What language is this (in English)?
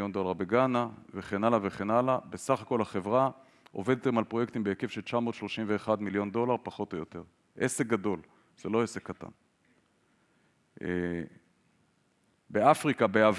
Hebrew